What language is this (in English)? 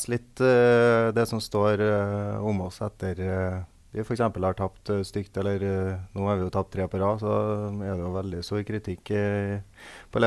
Norwegian